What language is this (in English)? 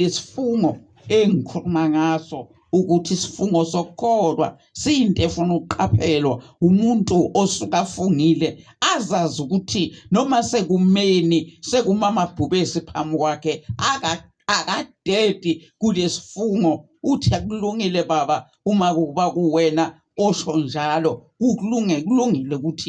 Zulu